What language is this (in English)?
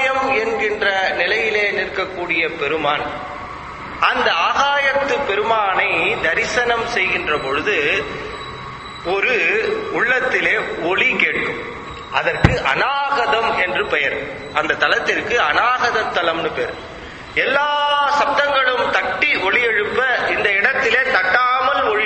Tamil